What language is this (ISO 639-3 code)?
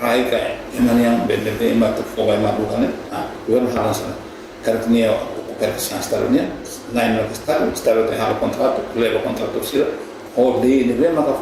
tet